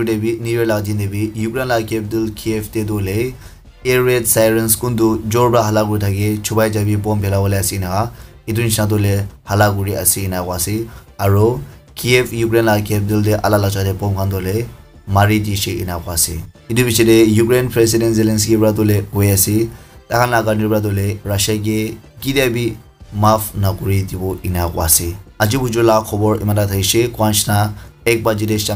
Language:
Naga Pidgin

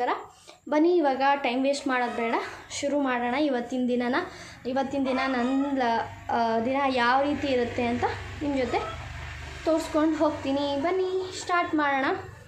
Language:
Kannada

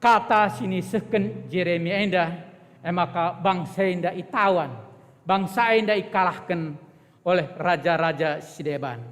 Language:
Batak Karo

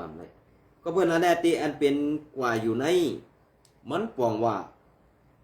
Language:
Shan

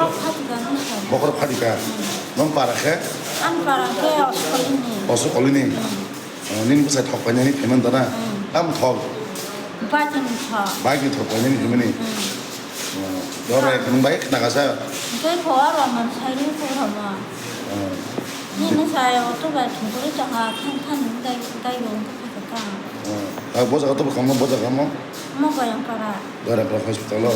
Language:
Kok Borok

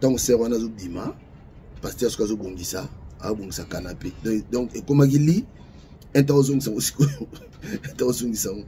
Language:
Lingala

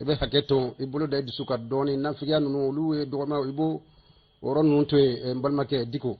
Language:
Bambara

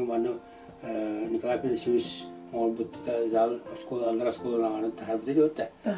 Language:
Yakut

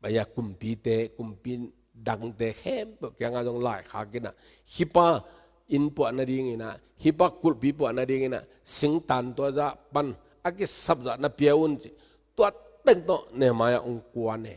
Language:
Tedim Chin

